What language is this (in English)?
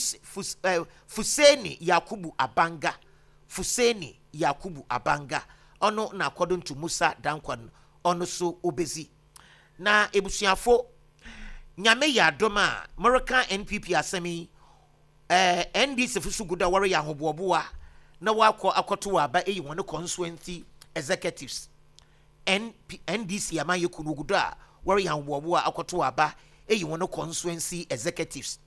Akan